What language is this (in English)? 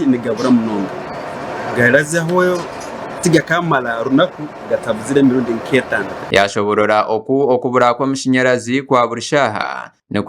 Nyankole